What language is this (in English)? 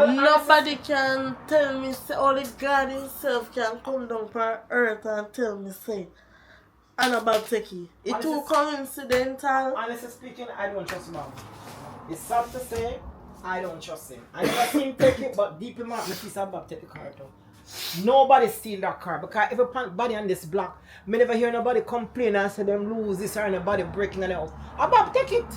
Jamaican Creole English